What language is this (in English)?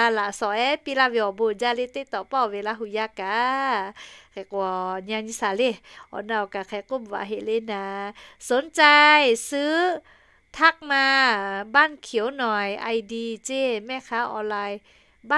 Lahu